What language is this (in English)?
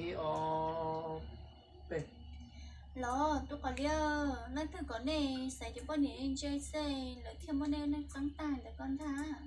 Hmong